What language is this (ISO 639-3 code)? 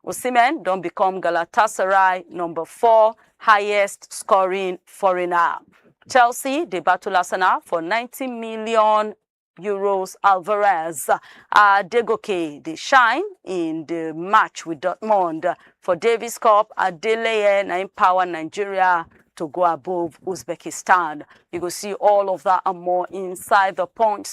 pcm